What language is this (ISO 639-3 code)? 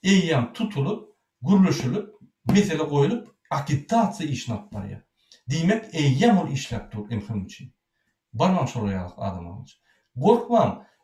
tuk